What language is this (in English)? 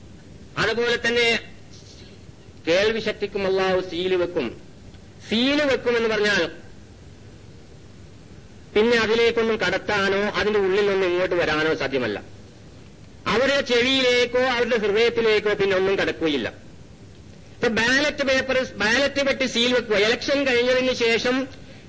Malayalam